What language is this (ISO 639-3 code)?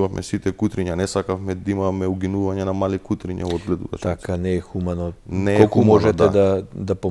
mkd